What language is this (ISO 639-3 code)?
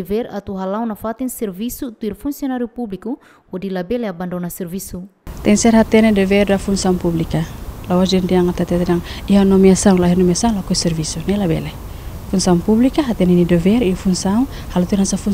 tet